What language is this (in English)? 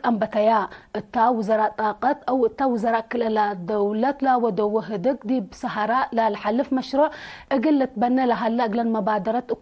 Tigre